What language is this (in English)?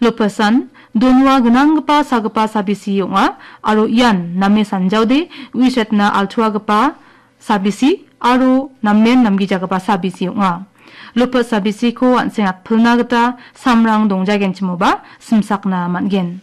Garo